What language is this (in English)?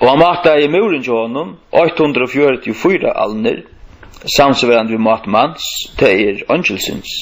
Faroese